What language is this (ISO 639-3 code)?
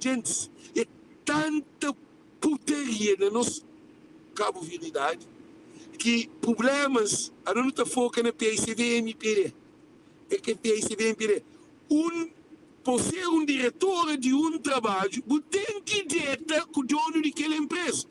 kea